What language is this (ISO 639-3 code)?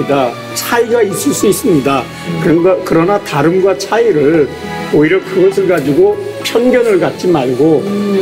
kor